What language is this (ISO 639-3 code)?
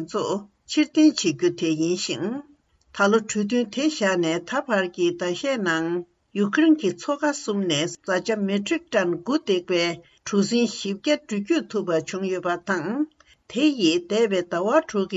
bod